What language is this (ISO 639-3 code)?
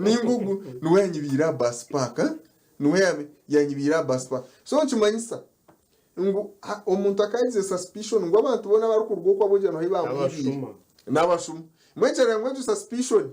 nyn